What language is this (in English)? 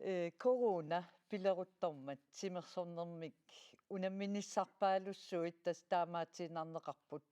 Kalaallisut